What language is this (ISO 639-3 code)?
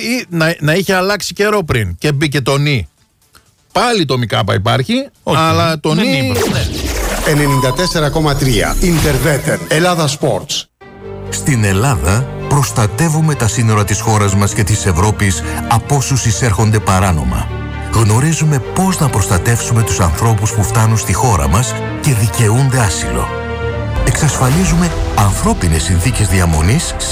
ell